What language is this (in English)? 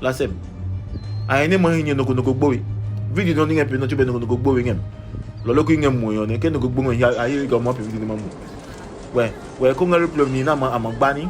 Adangme